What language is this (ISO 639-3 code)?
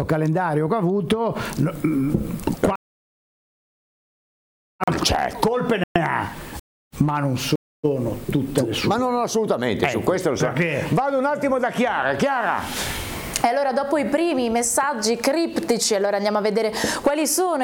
ita